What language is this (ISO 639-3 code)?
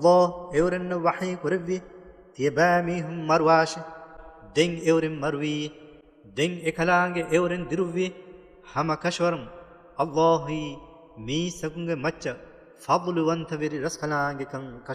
div